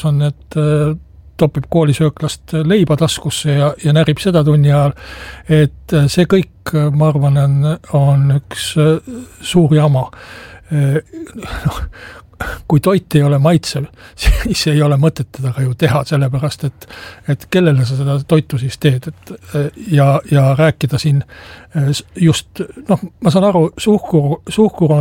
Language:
Estonian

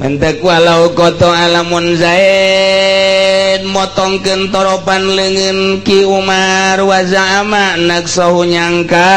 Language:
Sundanese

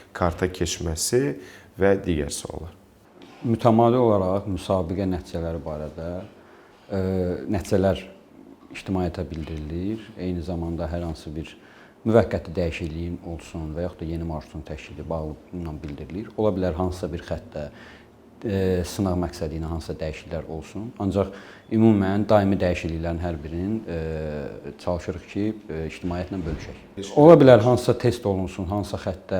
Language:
Azerbaijani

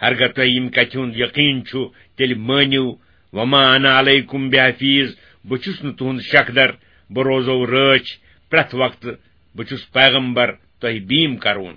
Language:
Kashmiri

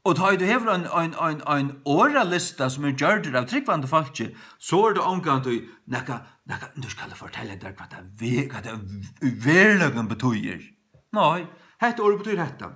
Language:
Faroese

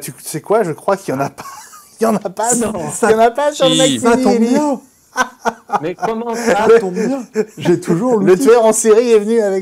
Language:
French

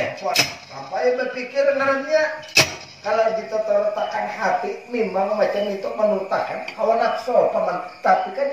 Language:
Banjar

